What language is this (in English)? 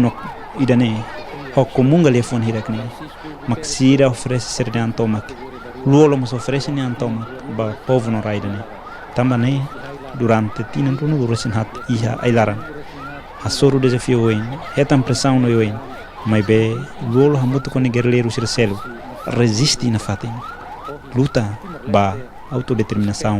Tetum